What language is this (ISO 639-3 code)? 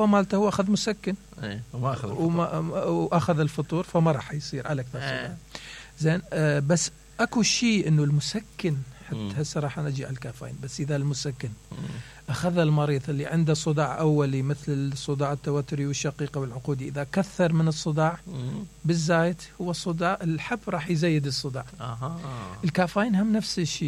acm